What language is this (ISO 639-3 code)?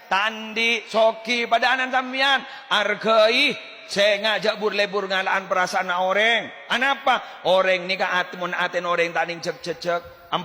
mad